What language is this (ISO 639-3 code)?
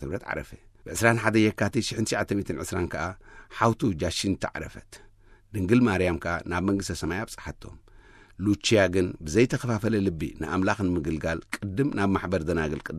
tir